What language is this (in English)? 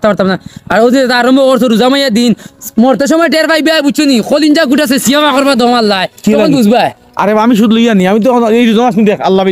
Sylheti